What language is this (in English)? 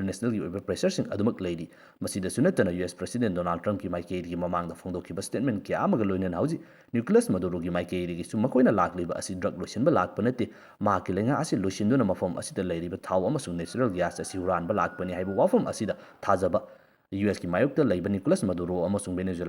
Manipuri